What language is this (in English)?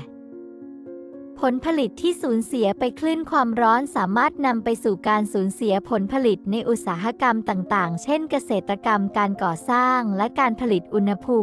Thai